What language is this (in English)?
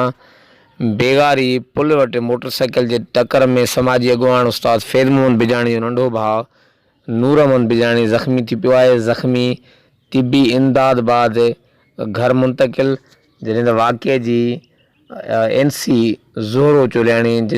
Sindhi